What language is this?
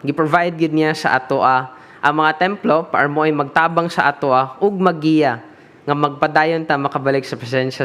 Cebuano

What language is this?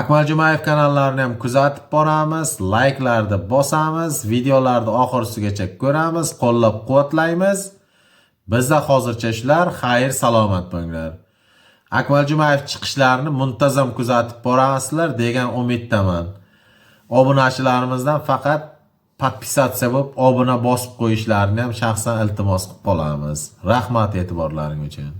Uzbek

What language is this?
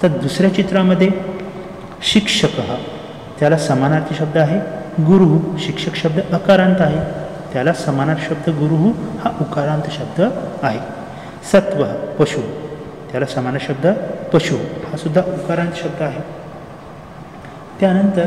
Marathi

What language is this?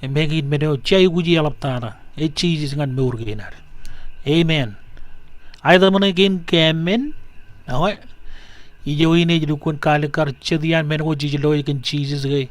Marshallese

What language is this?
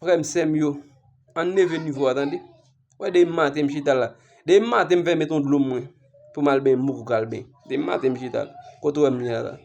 Haitian Creole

